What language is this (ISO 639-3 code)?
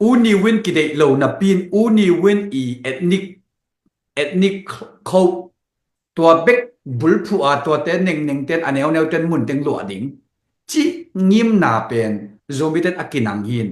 ctd